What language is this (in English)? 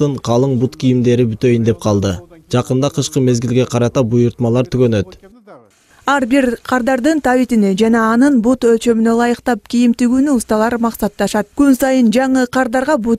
Kyrgyz